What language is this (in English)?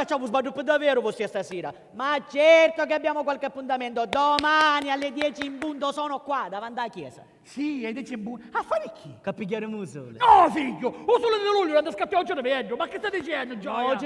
Sicilian